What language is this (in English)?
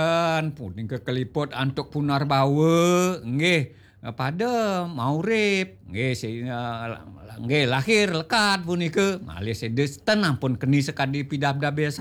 Balinese